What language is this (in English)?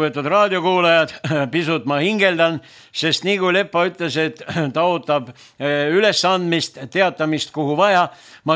Estonian